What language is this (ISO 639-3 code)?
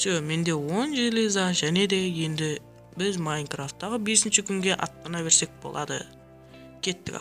kaa